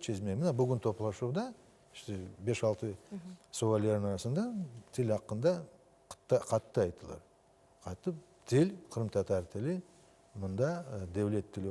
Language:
Crimean Tatar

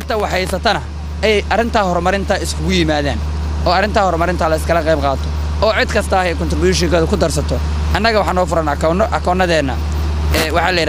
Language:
Somali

